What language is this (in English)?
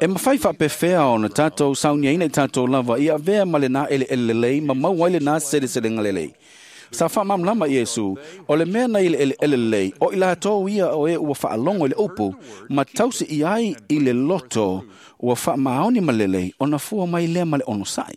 Samoan